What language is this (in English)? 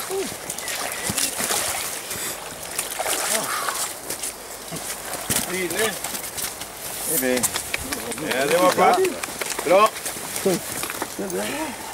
Norwegian